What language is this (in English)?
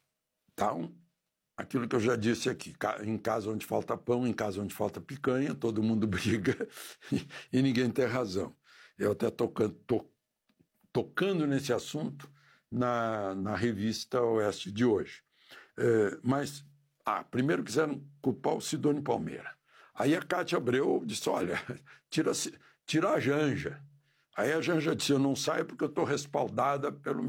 Portuguese